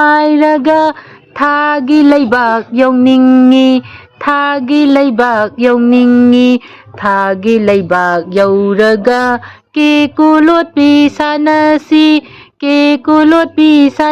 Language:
Manipuri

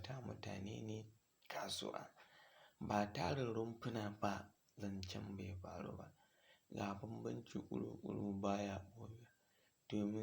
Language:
Hausa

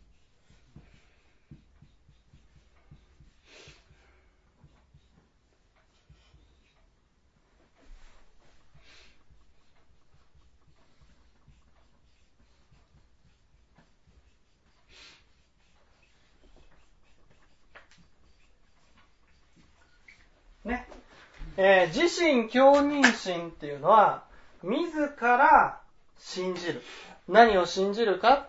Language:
Japanese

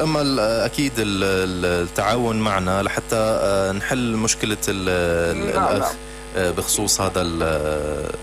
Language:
North Levantine Arabic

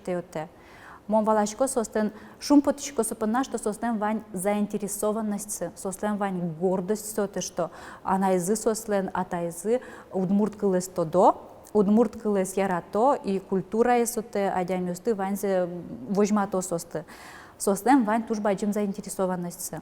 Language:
Udmurt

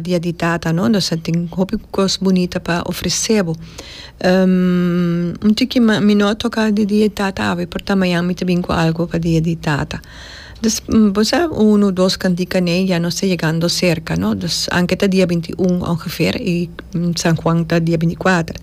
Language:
Papiamento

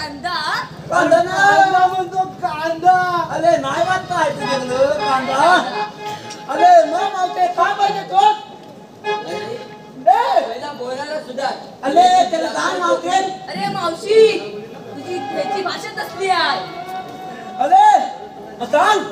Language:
Marathi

